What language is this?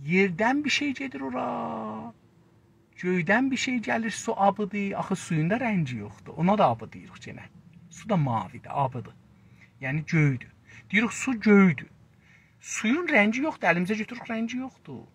South Azerbaijani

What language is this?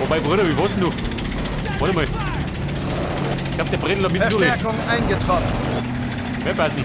Bavarian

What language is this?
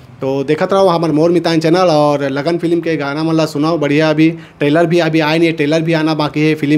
Chhattisgarhi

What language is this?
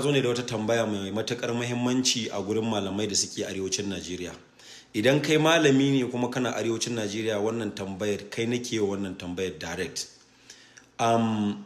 Hausa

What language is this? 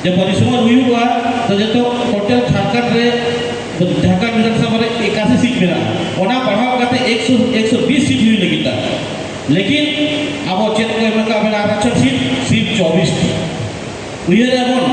Santali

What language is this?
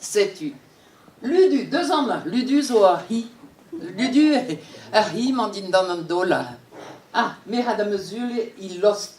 Breton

